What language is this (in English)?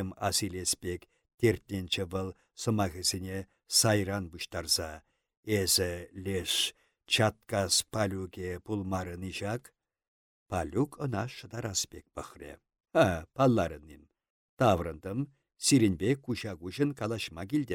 Chuvash